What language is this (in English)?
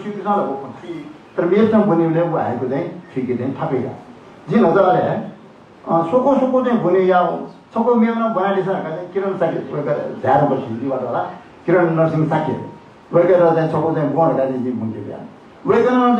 Newari